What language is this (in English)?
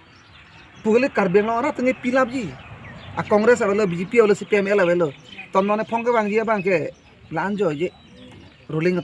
Karbi